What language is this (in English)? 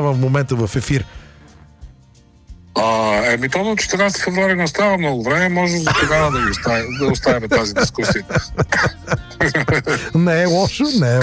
Bulgarian